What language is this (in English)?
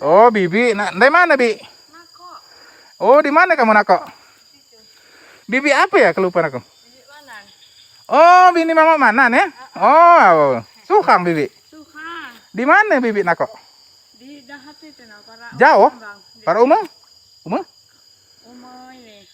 Musi